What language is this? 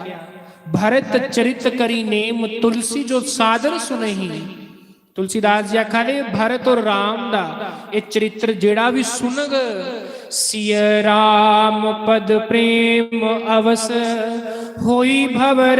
Dogri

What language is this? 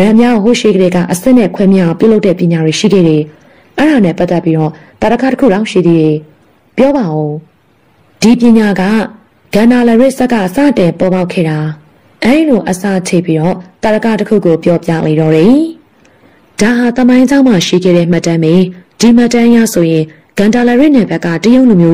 Burmese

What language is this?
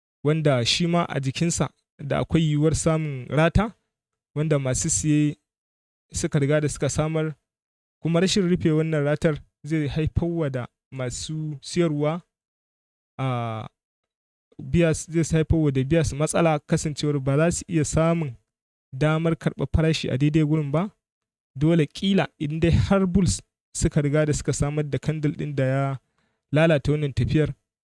Hausa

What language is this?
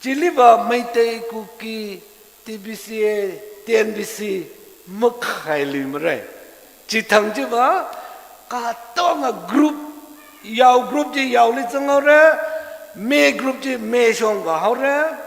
Tangkhul Naga (India)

